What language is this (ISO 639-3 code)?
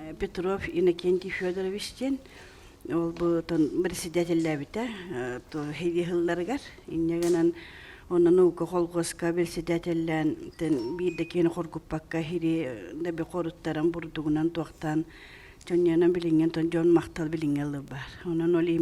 sah